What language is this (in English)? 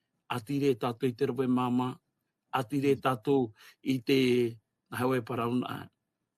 Tahitian